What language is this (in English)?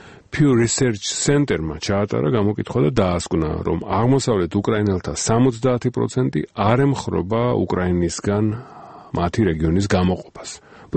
Georgian